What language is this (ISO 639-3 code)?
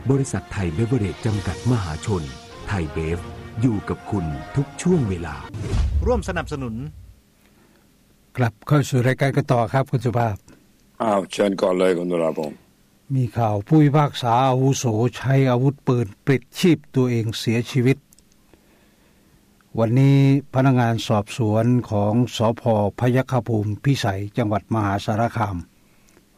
tha